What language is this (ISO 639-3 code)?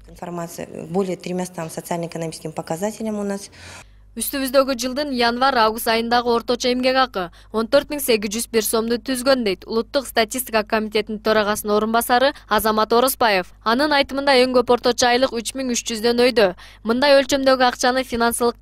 kir